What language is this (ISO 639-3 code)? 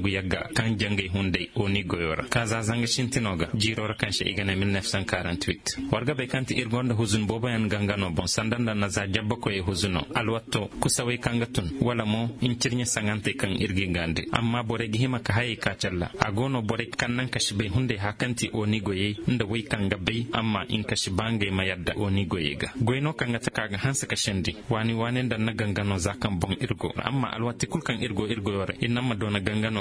dje